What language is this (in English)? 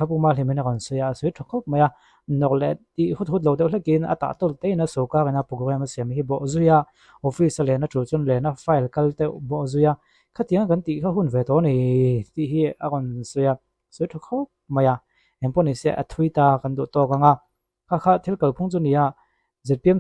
Mizo